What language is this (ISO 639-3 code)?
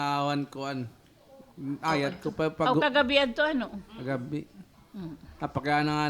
war